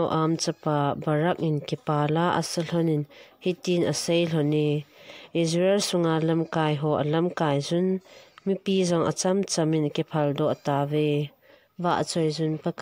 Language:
Thado Chin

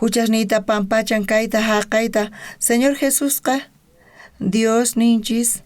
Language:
South Bolivian Quechua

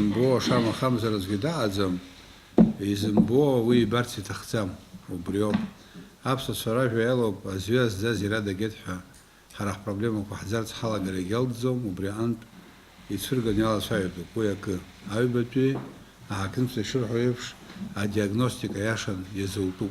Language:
Abkhazian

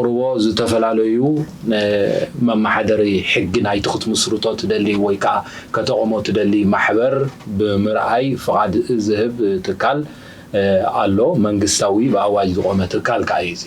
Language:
Tigrinya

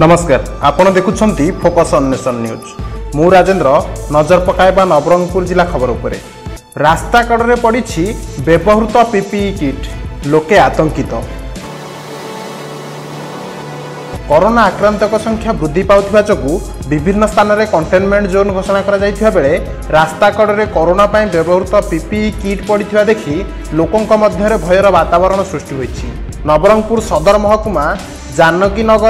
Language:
Odia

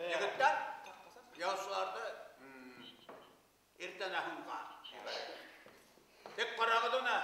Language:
Bashkir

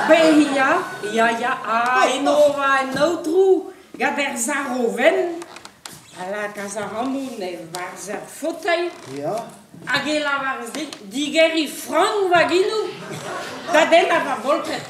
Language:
Breton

